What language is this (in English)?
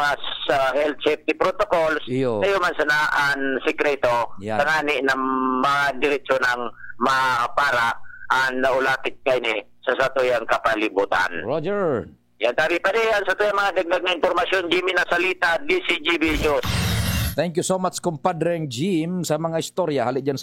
Bikol